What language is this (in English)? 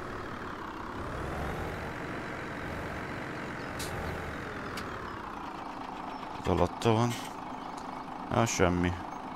Hungarian